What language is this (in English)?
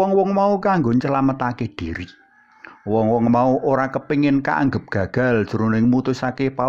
Javanese